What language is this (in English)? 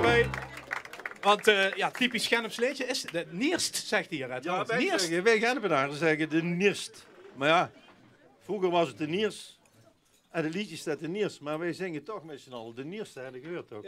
Limburgish